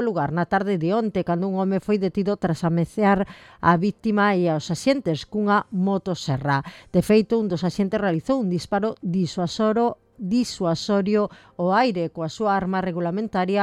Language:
Galician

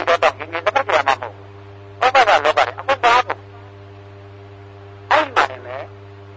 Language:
Burmese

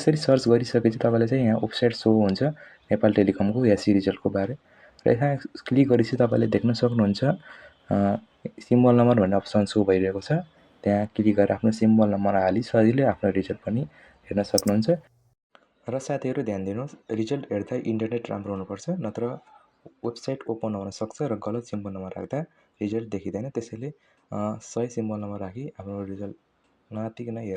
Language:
Nepali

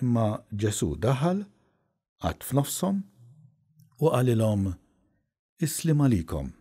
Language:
Maltese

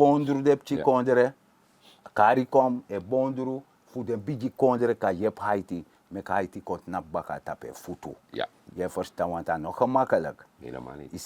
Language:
Sranan Tongo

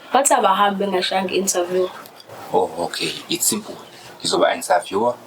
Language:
Zulu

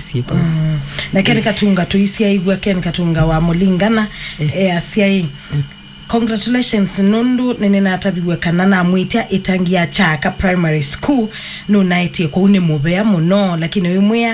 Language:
Kamba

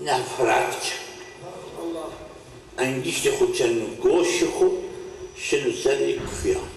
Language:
Zaza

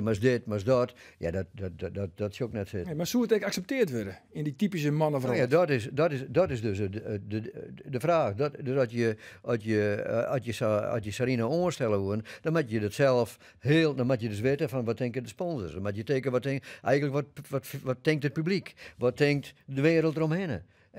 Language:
Western Frisian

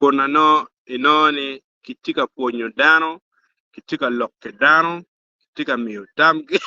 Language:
Acoli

